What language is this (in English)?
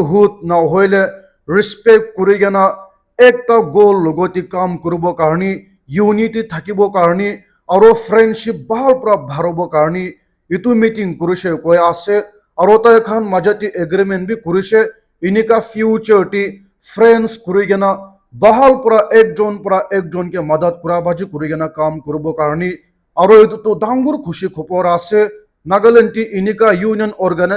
Naga Pidgin